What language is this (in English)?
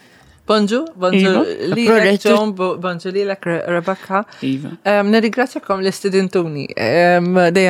Maltese